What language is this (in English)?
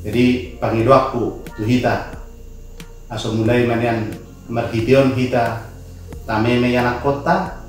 Batak Toba